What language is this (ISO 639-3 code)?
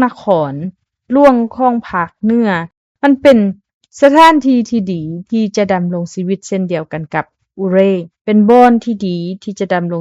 lao